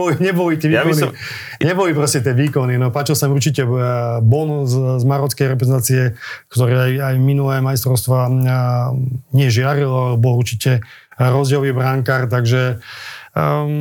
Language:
Slovak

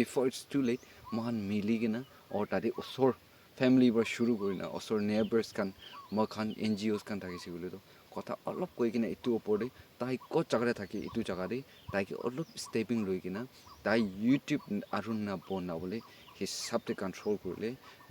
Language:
Naga Pidgin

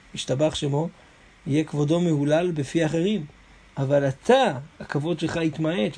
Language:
Hebrew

